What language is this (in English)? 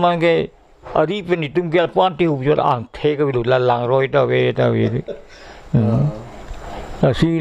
Karbi